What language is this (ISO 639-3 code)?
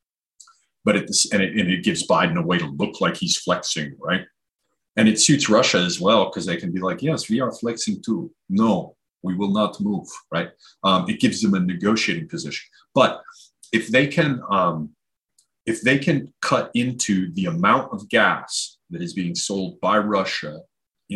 eng